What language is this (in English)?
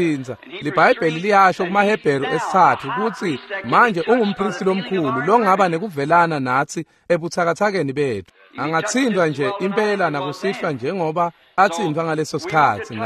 Swati